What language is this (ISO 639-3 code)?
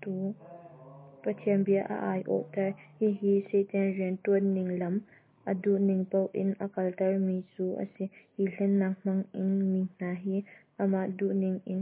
cnh